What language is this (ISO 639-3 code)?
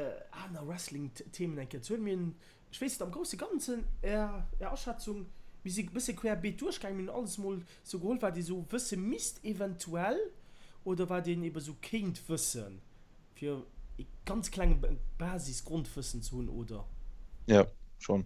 ltz